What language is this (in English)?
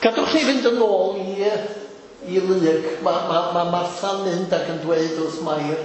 Welsh